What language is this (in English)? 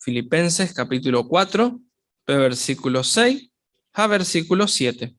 Guarani